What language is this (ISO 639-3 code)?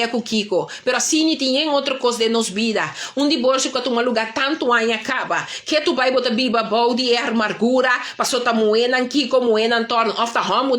pap